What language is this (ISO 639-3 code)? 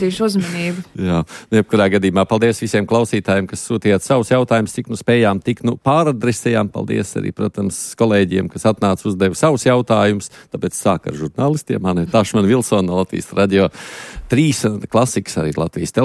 lav